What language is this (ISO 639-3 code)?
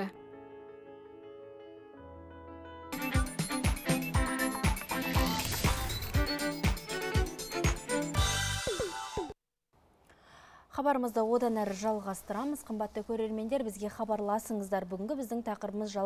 kaz